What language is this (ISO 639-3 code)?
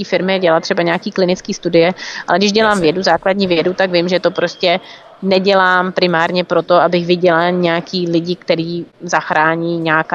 ces